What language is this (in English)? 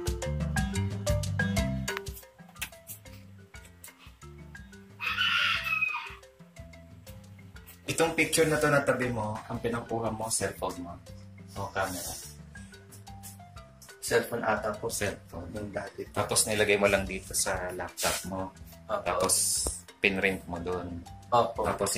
Filipino